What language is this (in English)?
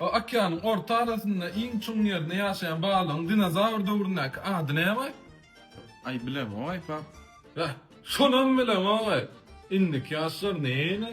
Turkmen